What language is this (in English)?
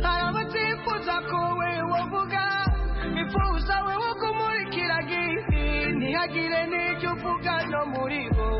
Kinyarwanda